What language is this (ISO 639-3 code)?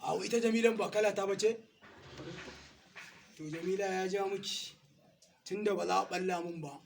hau